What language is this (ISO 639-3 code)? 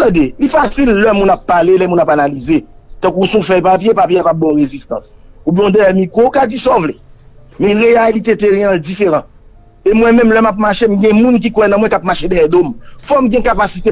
hat